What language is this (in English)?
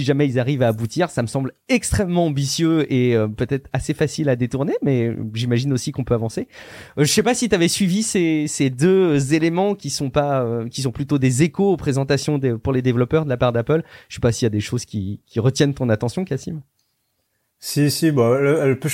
French